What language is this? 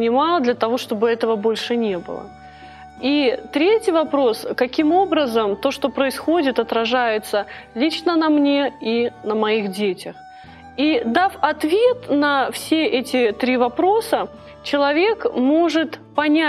Russian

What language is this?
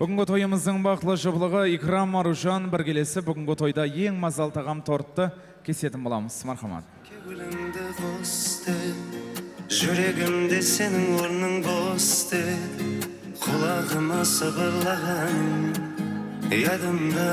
Kara-Kalpak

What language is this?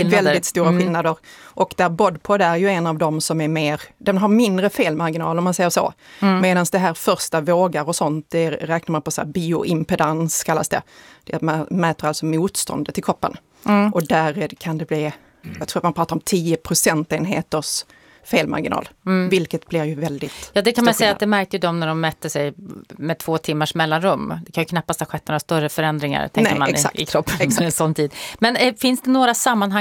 Swedish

